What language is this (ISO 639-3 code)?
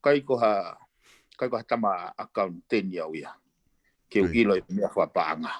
ton